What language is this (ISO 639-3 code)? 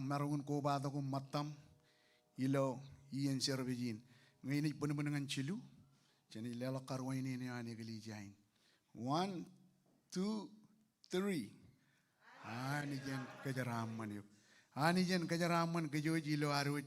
mah